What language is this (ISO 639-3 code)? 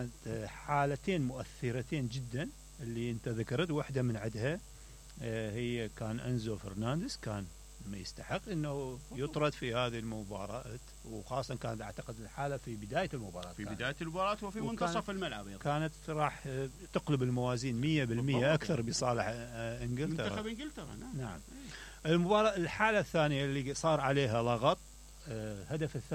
acm